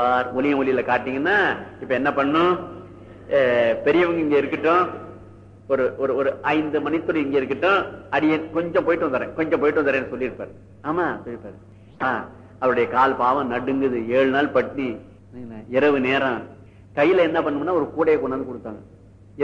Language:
Tamil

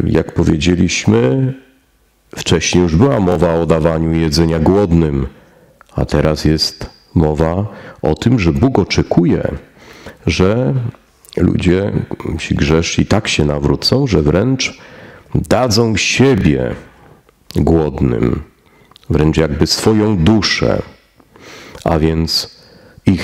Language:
Polish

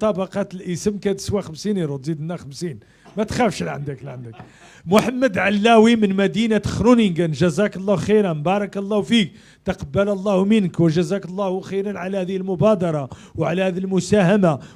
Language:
Moroccan Arabic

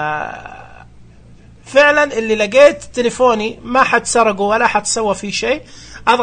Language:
Najdi Arabic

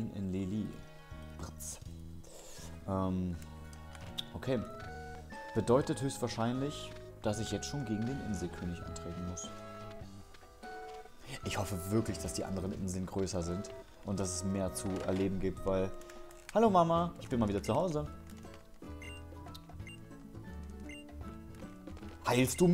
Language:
German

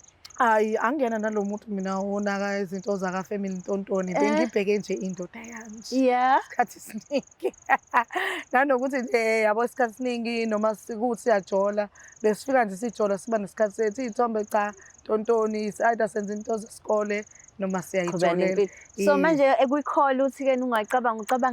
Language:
Zulu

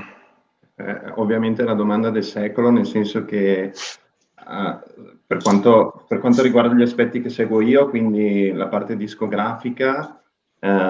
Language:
Italian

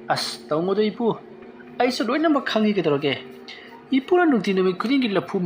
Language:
Manipuri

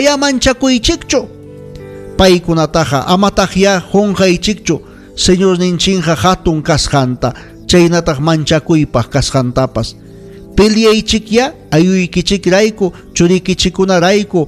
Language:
Ayacucho Quechua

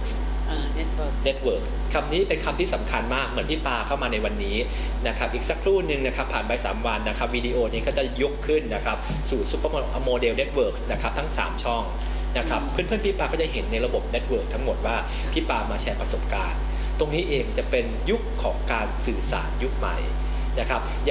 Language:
Thai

